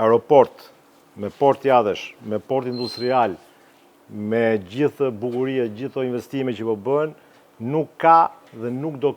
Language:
Albanian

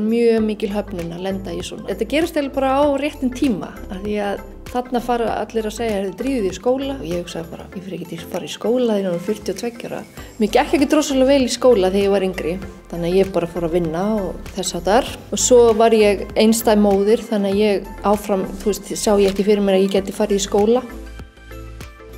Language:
Icelandic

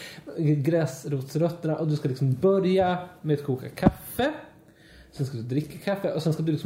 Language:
Swedish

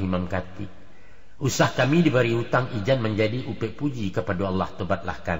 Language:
Minangkabau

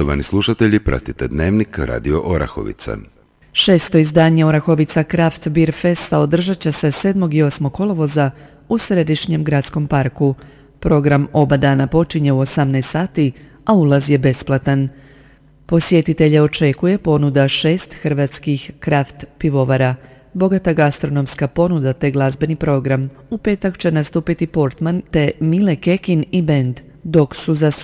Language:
Croatian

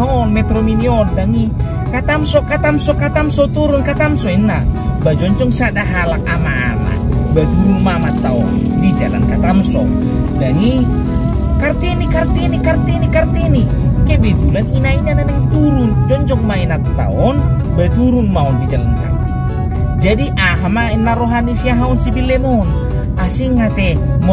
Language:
Batak Toba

